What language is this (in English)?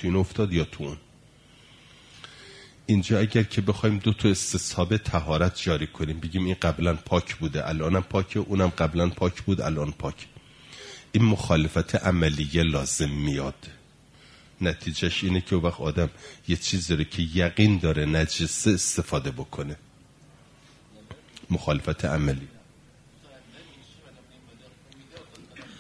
Persian